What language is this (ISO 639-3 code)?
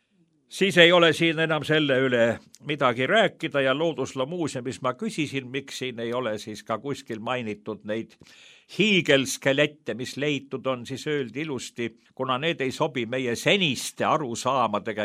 est